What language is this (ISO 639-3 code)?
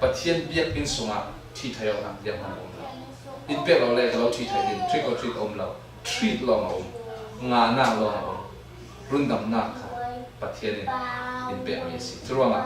cfm